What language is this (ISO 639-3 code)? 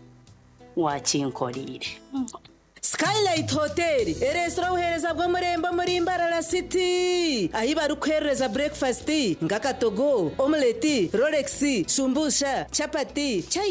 nyn